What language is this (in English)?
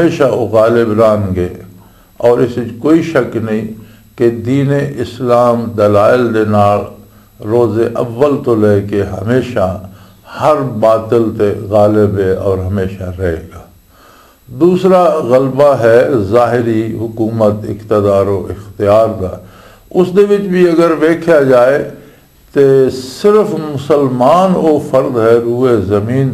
Western Panjabi